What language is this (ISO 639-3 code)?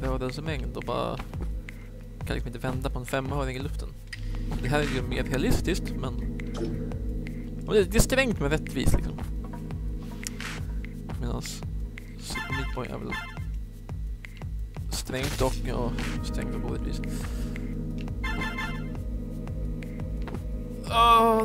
swe